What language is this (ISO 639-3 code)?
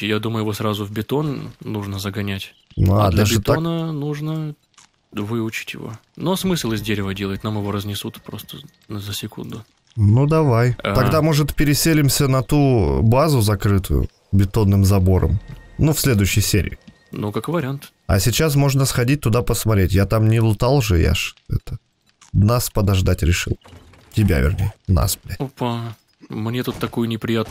rus